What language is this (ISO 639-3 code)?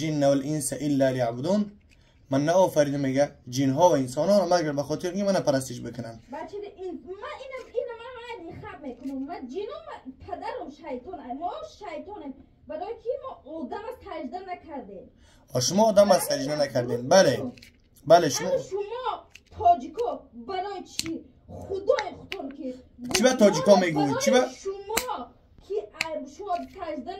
fas